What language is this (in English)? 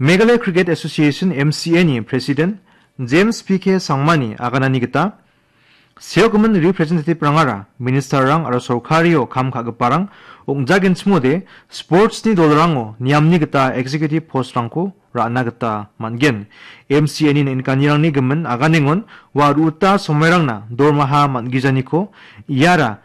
Garo